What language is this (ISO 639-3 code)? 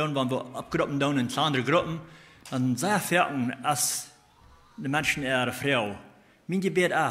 pdt